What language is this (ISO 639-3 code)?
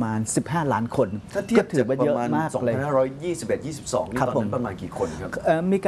tha